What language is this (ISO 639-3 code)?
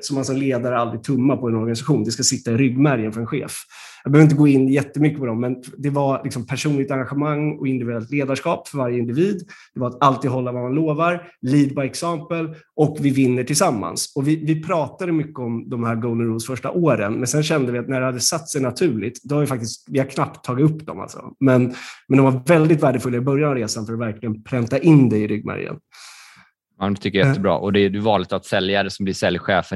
swe